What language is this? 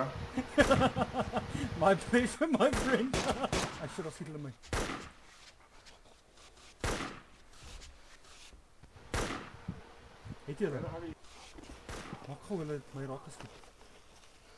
Afrikaans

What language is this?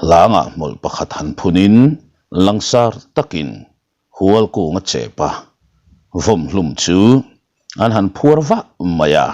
Mizo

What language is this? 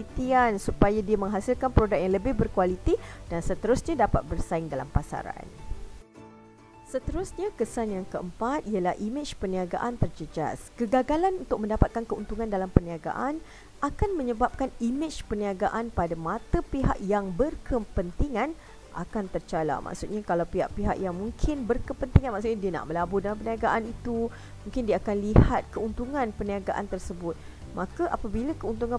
Malay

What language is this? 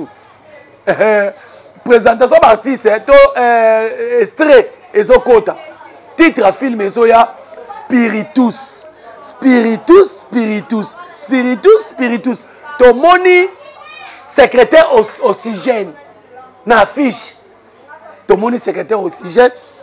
Lingala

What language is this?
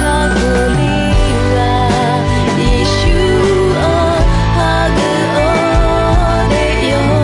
Akha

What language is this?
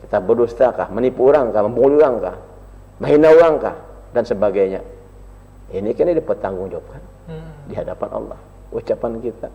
Banjar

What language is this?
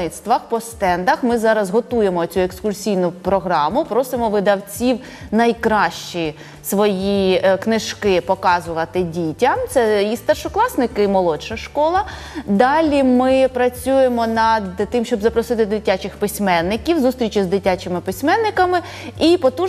Ukrainian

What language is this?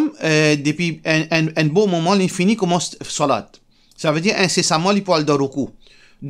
Morisyen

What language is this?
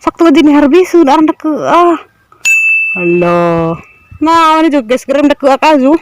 Cebuano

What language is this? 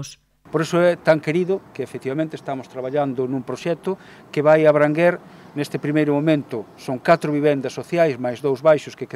Galician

